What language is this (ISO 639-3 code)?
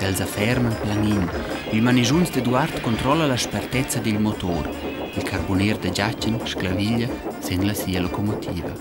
roh